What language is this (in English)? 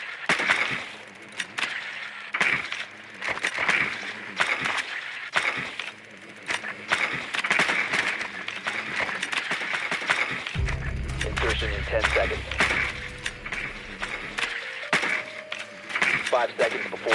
English